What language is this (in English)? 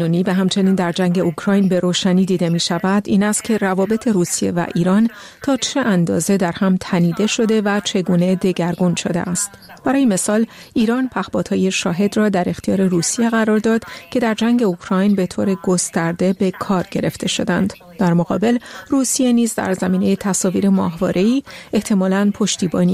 Persian